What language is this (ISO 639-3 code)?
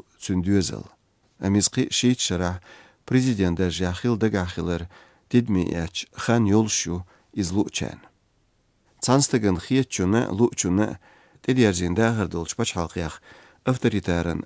che